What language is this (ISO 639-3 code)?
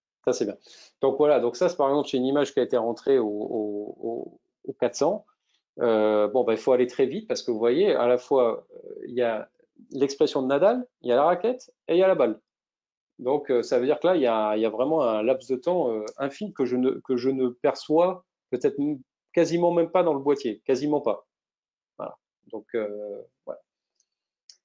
fra